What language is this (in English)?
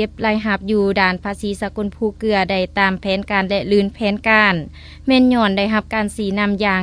Lao